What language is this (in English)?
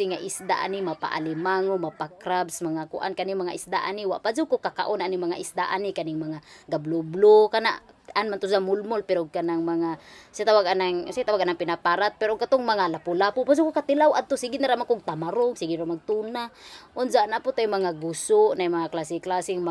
Cebuano